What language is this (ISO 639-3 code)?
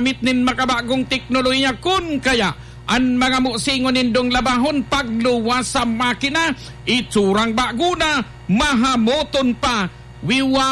bik